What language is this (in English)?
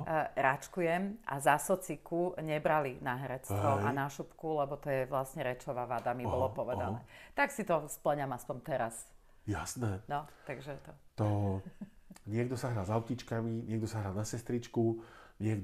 Slovak